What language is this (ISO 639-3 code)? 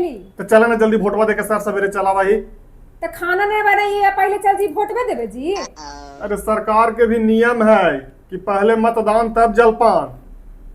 mag